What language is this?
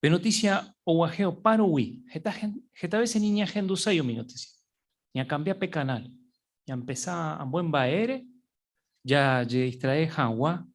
Guarani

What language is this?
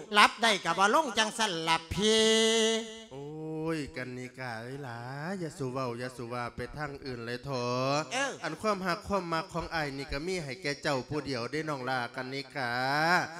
Lao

